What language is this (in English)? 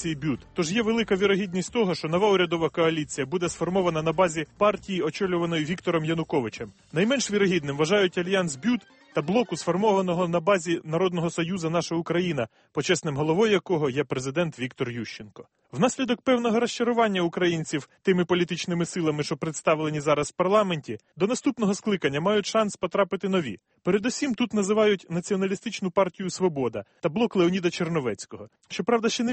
Ukrainian